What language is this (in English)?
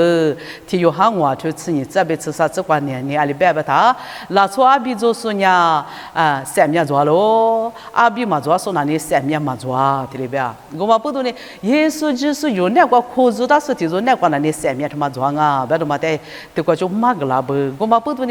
Lisu